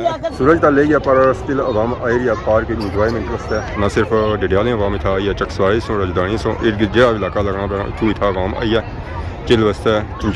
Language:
Pahari-Potwari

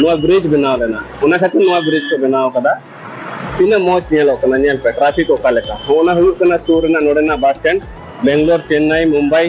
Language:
Santali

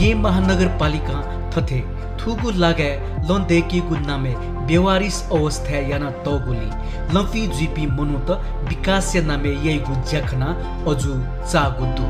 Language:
Newari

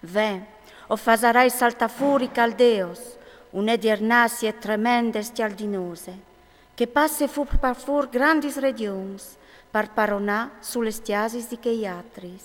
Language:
Friulian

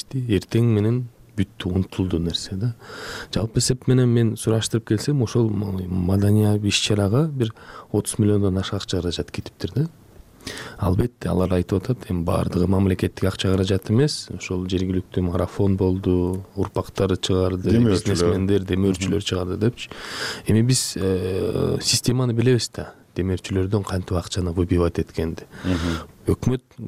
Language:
Kyrgyz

